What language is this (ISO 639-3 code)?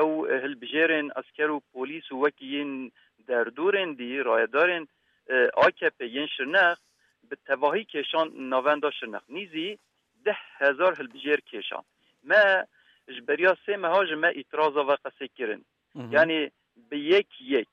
kur